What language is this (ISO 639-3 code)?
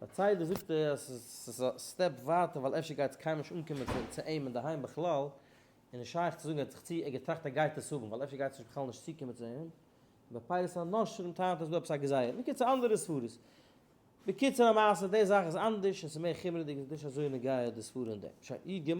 yid